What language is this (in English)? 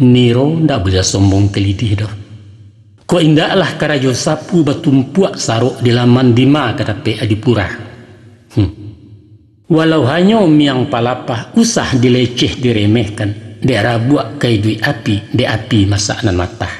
Minangkabau